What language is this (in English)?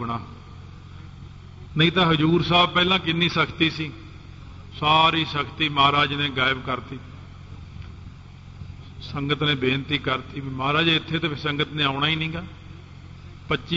Punjabi